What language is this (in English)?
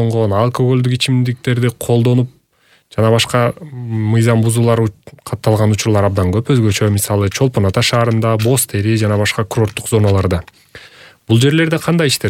Kyrgyz